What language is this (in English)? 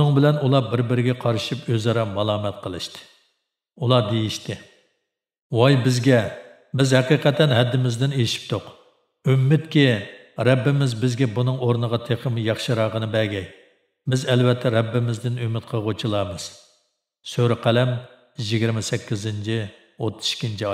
Uyghur